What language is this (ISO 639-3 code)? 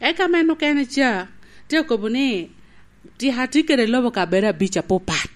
laj